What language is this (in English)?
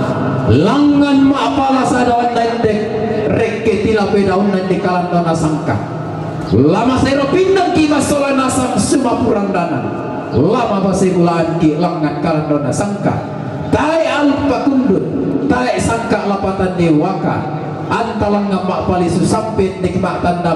Toraja-Sa'dan